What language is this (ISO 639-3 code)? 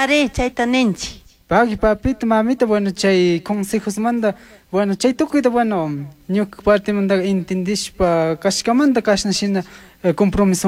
qug